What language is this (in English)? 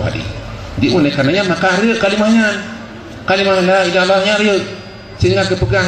Achinese